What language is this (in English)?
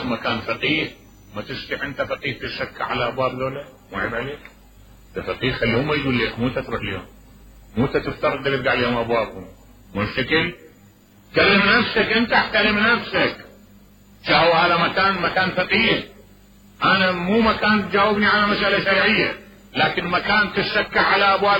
Mesopotamian Arabic